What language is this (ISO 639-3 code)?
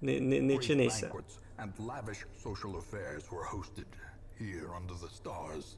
rue